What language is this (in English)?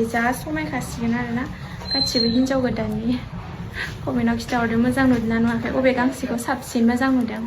Bodo